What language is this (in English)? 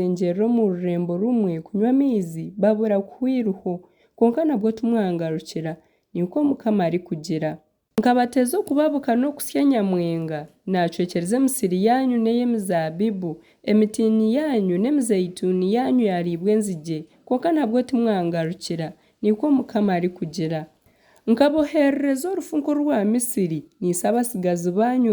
Nyankole